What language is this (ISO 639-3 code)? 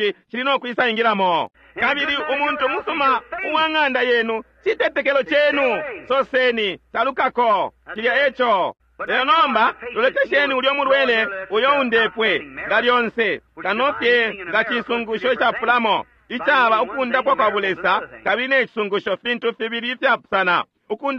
bem